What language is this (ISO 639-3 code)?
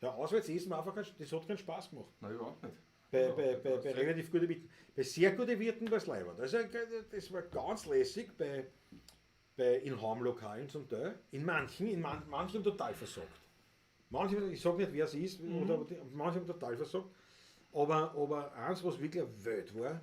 bar